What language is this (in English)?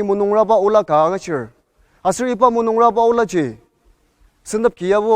Ao Naga